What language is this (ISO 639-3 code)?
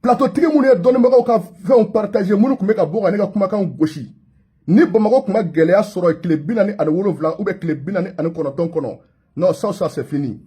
bam